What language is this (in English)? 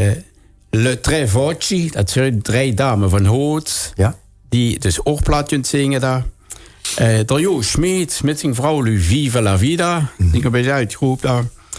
Limburgish